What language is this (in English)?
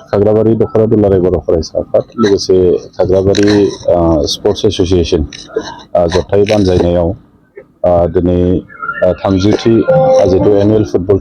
Bodo